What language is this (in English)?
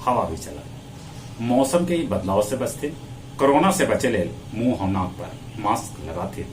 Magahi